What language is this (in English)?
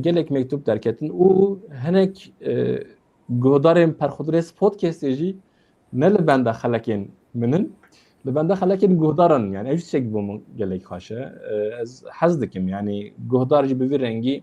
Kurdish